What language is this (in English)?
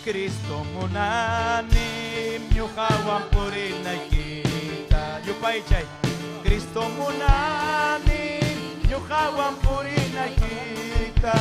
Ayacucho Quechua